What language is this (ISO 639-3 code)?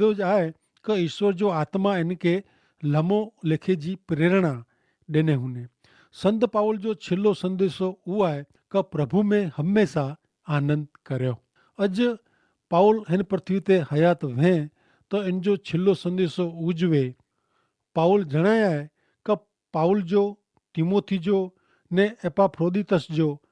kfr